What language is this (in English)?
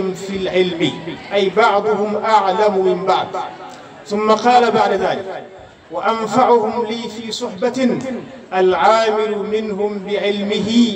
Arabic